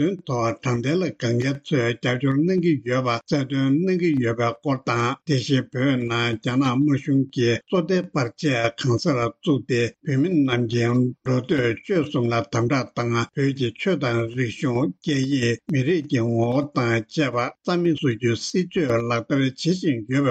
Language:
Tibetan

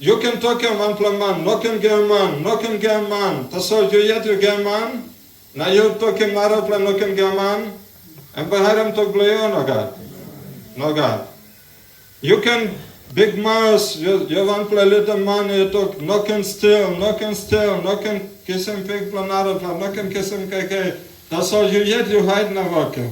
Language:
Tok Pisin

